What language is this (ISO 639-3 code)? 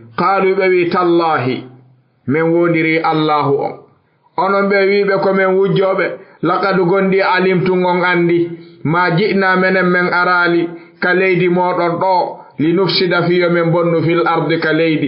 ful